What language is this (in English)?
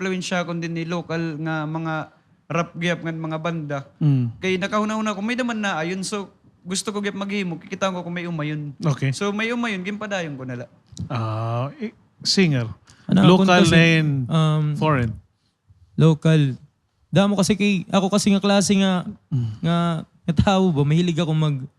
Waray